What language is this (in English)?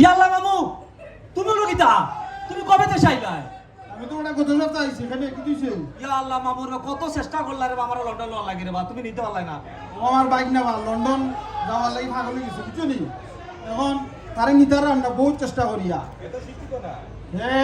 Sylheti